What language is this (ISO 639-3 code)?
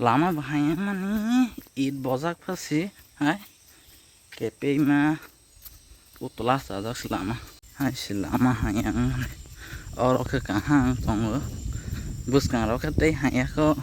trp